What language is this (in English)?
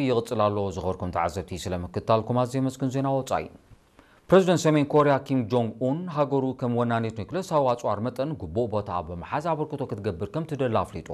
Tigrinya